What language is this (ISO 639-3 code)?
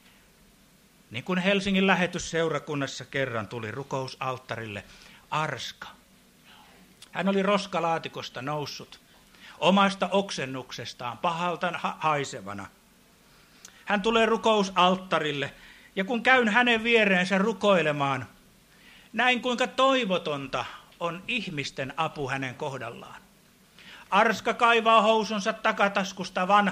fin